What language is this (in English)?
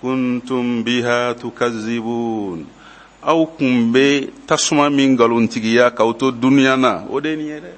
Bambara